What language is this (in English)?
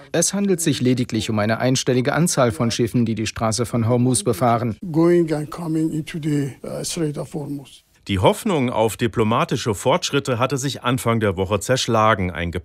German